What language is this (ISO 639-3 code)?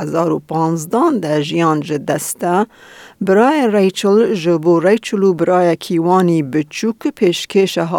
kur